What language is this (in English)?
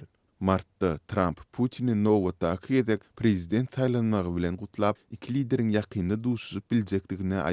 Turkmen